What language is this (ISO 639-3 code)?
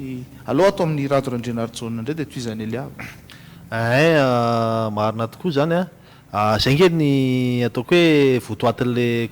mlg